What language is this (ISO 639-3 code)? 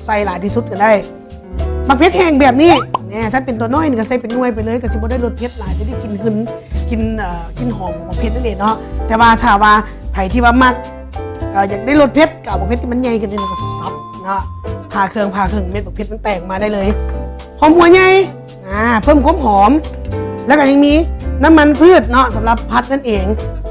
lao